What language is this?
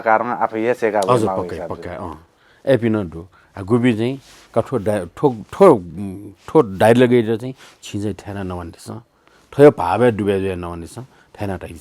Newari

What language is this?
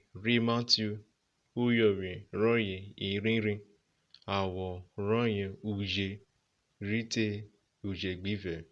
Urhobo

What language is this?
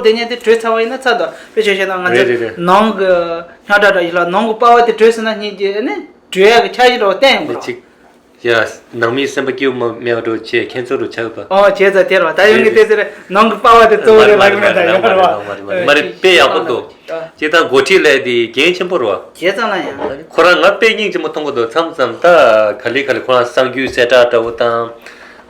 Tibetan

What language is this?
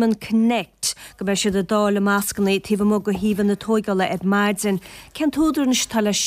Irish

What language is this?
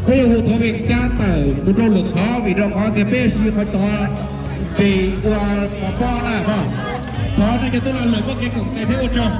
Hmong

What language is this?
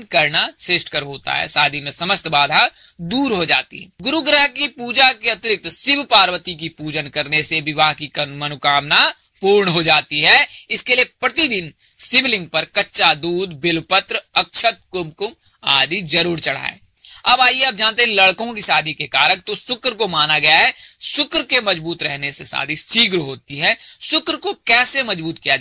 Hindi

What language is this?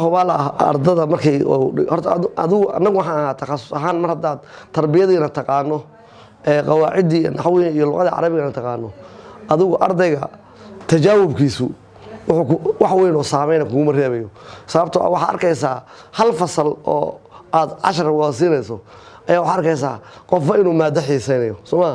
Somali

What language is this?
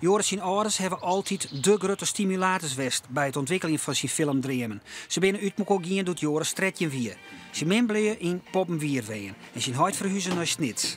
Western Frisian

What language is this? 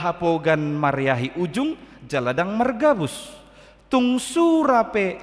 Batak Toba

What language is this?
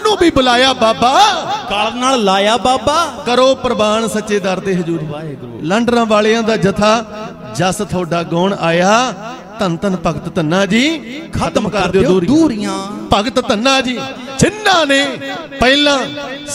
Punjabi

